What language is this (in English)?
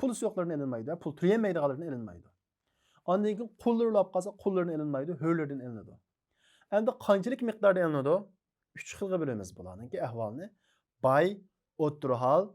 Uyghur